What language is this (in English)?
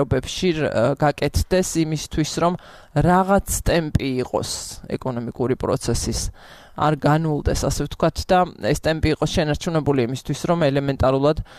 Georgian